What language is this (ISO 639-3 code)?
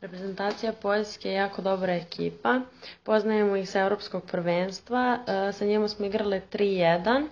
srp